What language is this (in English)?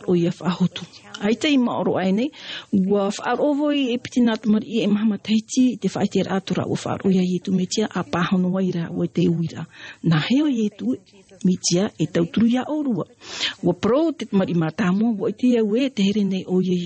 Tahitian